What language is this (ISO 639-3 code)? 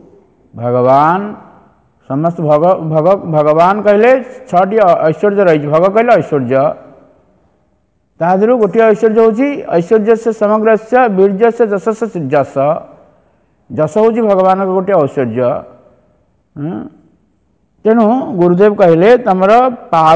ori